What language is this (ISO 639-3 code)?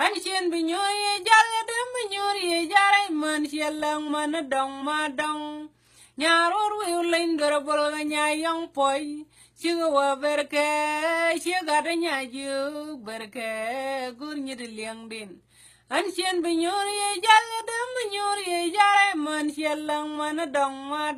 nus